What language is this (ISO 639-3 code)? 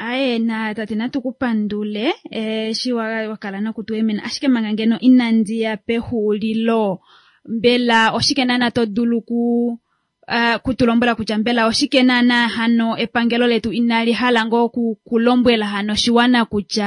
kua